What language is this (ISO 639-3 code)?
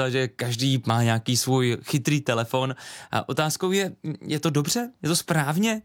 ces